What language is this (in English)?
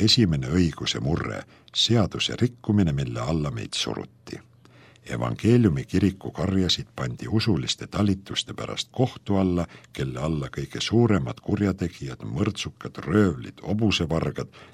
Estonian